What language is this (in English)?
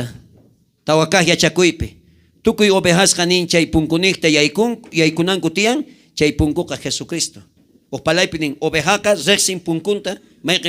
South Bolivian Quechua